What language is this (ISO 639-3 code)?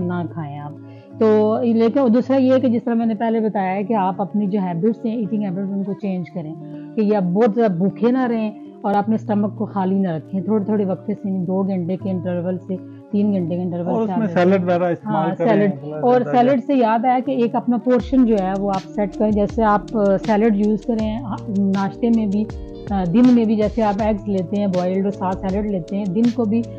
urd